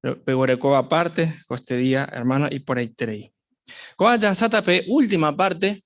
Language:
Guarani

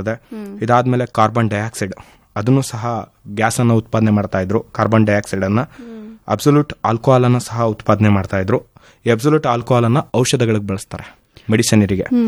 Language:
Kannada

